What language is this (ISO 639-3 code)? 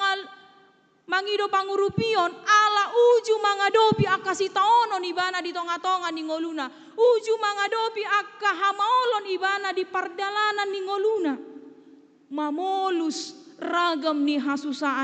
bbc